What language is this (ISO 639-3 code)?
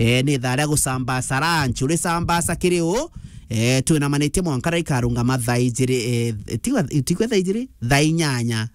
mer